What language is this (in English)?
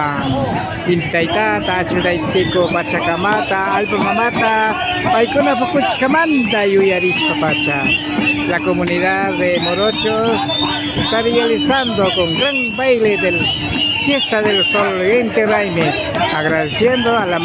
Imbabura Highland Quichua